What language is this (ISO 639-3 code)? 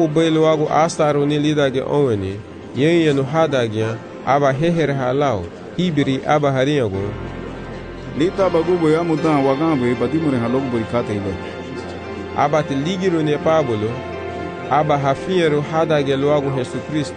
cab